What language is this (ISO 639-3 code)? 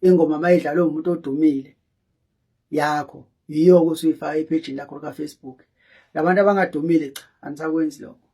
zul